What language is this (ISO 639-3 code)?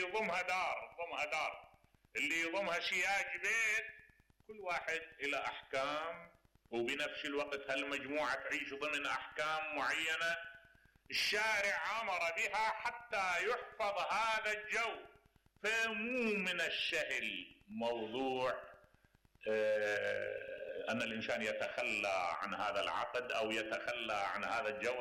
acm